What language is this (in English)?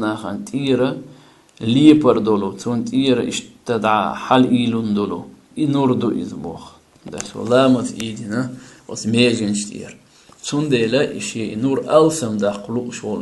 Chechen